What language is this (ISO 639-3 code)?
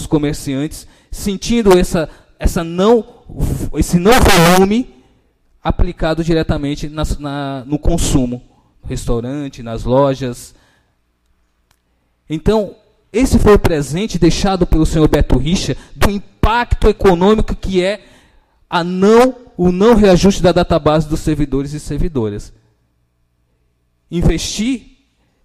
por